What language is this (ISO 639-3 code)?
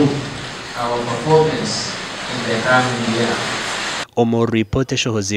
nyn